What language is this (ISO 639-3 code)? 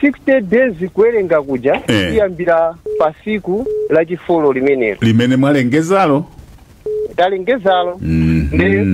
nya